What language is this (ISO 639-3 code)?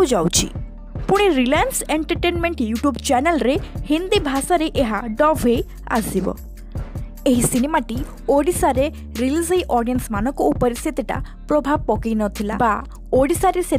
ori